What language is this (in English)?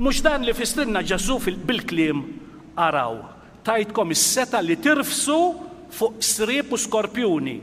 Maltese